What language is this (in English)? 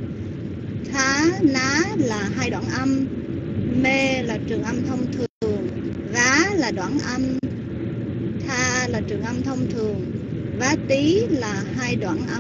Vietnamese